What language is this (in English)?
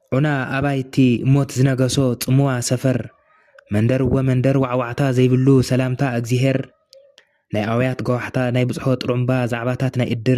Tigrinya